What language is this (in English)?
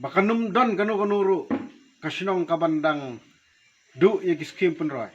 Khasi